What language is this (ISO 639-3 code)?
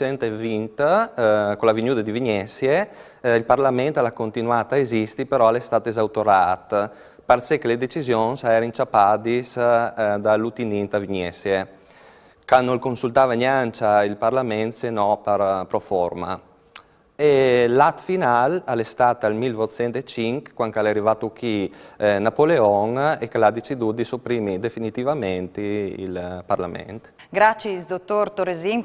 fur